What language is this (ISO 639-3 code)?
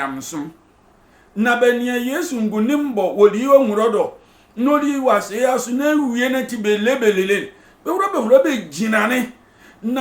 sfw